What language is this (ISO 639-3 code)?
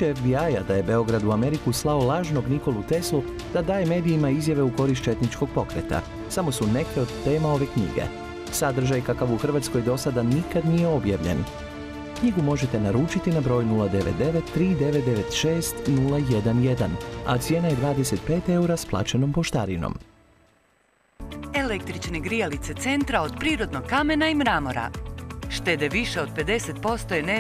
hrv